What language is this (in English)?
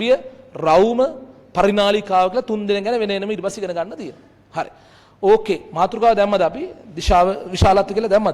Sinhala